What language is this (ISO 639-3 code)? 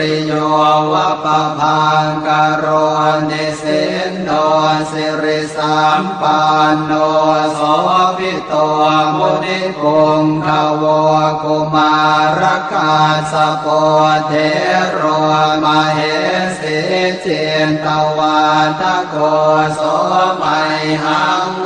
pli